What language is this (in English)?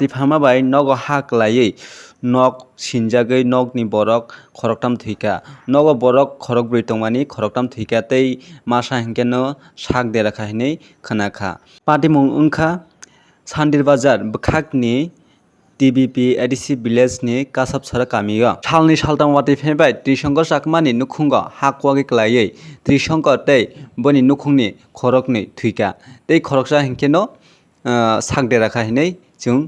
Kok Borok